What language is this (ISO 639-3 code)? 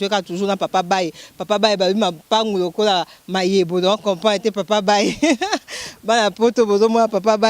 lin